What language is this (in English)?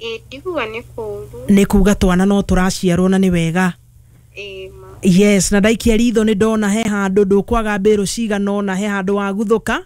Kikuyu